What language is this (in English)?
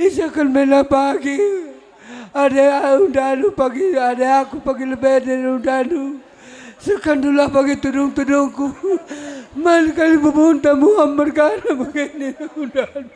Batak Karo